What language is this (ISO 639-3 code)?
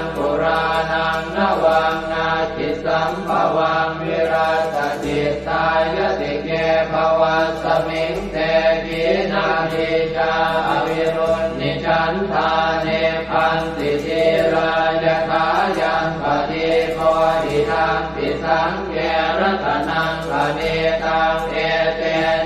pli